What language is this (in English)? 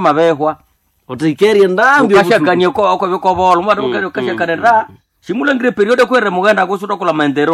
Nande